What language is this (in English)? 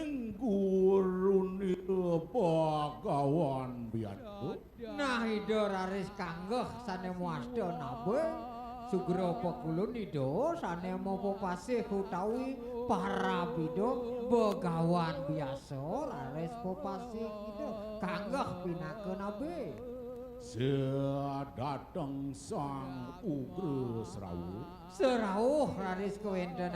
Balinese